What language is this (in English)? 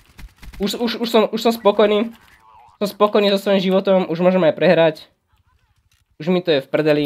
Slovak